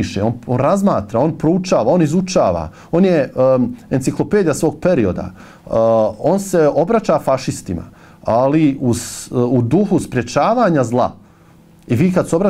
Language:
Bosnian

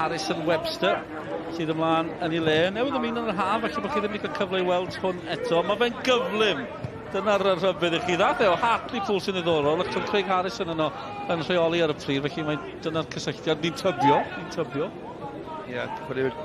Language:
Welsh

